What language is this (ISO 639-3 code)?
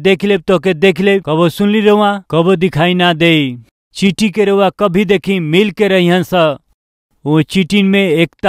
bho